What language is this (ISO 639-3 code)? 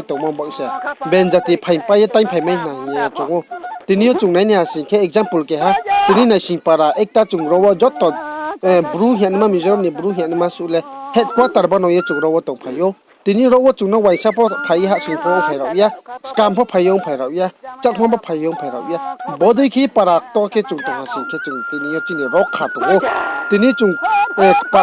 ria